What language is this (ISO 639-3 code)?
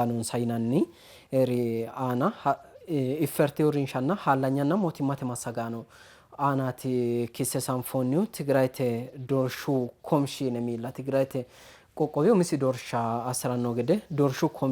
sid